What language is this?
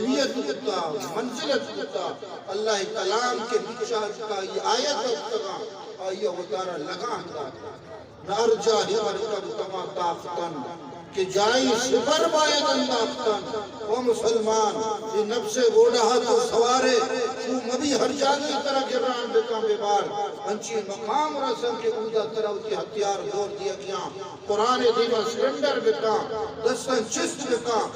Eastern Balochi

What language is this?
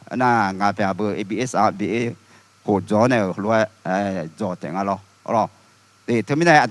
Akha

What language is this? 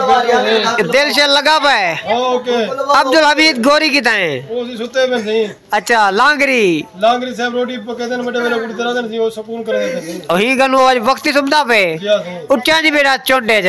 Saraiki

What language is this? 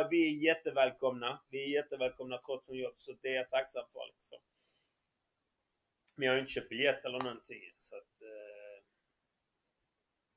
Swedish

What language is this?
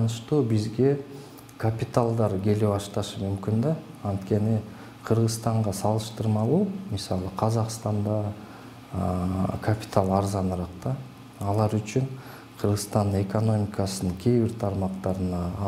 Kyrgyz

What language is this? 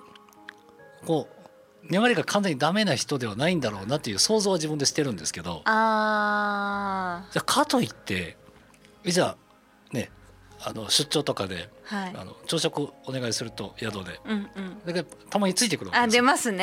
Japanese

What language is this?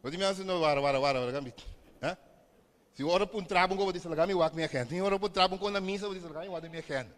Papiamento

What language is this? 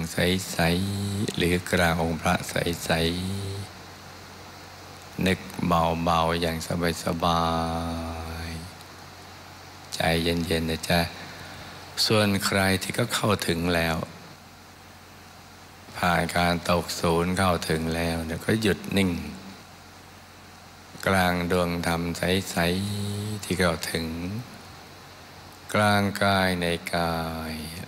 Thai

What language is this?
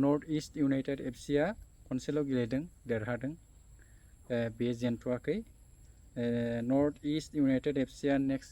Bodo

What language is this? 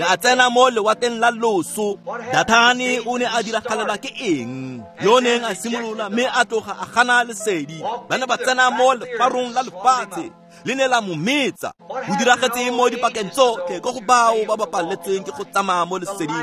Tswana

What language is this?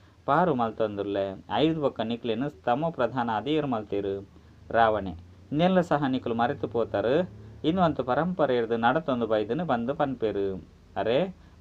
Tulu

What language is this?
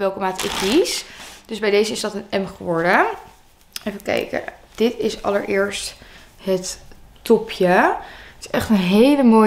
Dutch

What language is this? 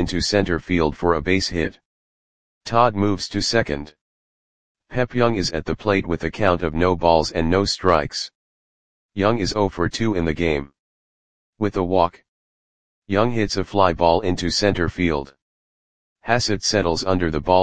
English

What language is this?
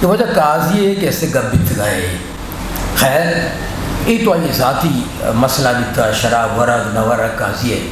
Eastern Balochi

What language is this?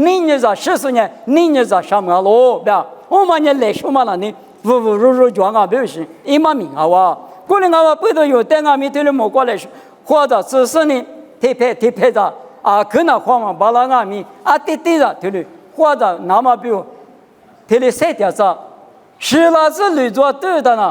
Lisu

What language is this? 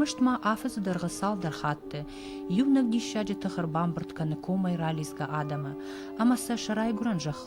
Ossetic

